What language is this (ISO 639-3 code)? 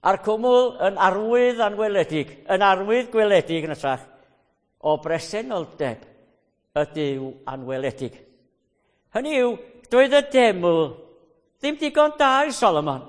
cym